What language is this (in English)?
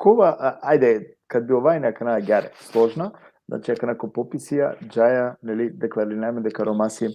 Balkan Romani